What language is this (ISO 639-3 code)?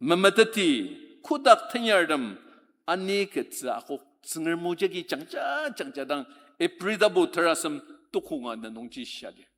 njo